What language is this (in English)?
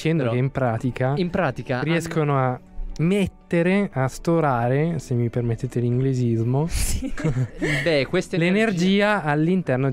Italian